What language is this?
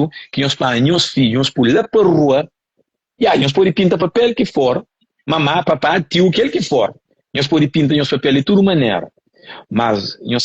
Kabuverdianu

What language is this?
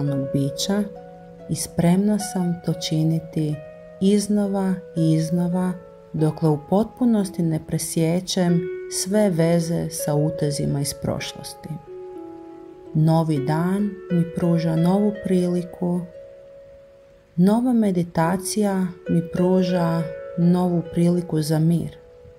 Croatian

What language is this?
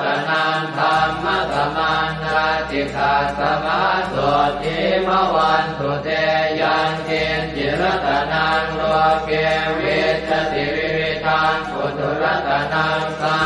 Pali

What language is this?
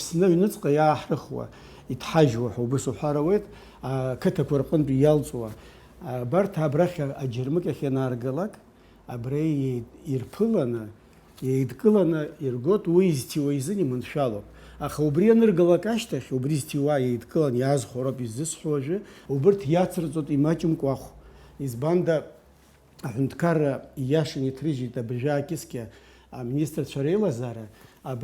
Abkhazian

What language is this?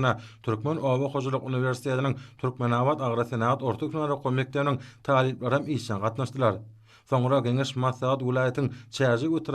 Turkmen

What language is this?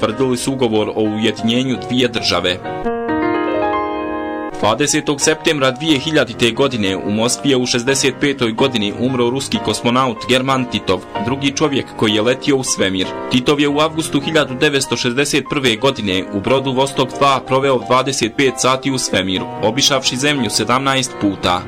Bosnian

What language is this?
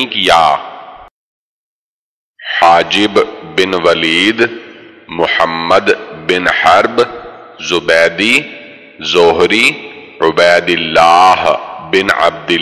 Urdu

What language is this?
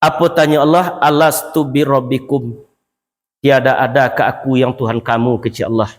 Minangkabau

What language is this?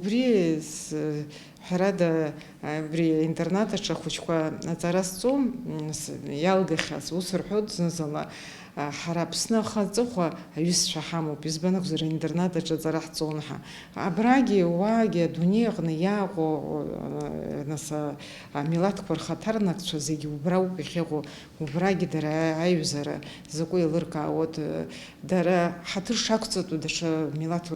Abkhazian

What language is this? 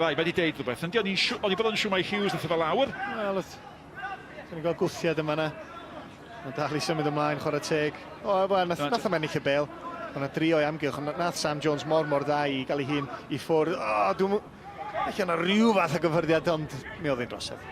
Welsh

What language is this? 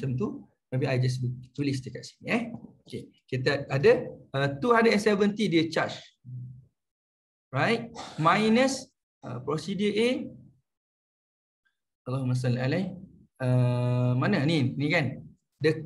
Malay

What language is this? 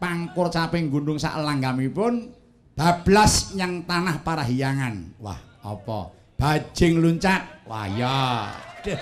Javanese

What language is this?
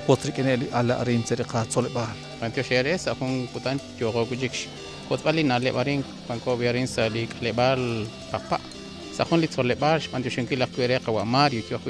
Kekchí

